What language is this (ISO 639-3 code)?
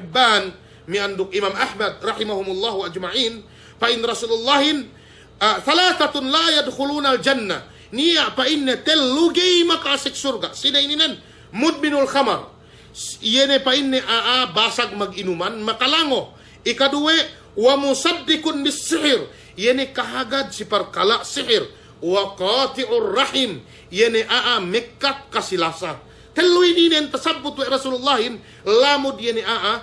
yka